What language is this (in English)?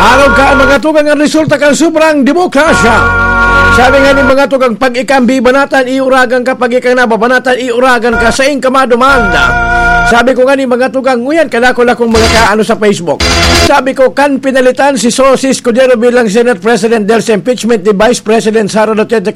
Bikol